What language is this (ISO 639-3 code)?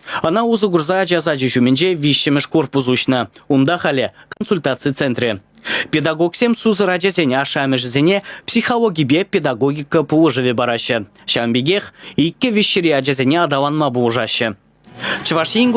chv